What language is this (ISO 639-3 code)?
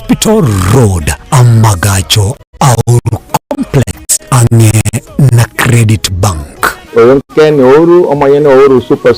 guz